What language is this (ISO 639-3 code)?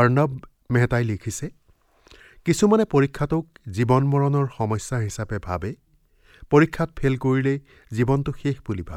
asm